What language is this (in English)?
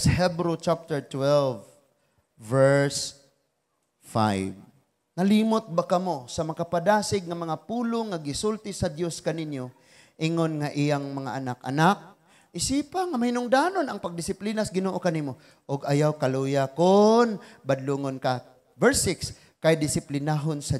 Cebuano